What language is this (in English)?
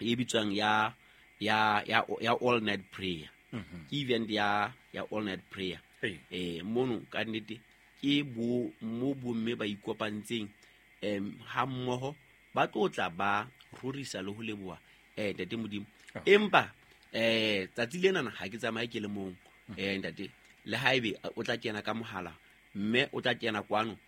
Southern Sotho